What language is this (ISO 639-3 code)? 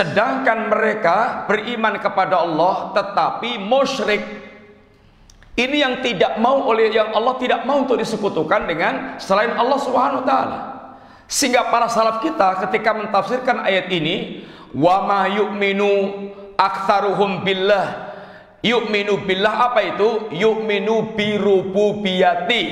ind